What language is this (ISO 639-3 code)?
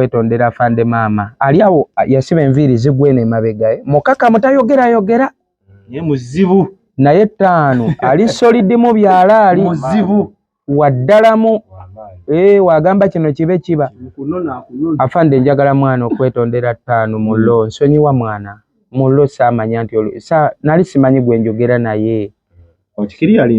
lug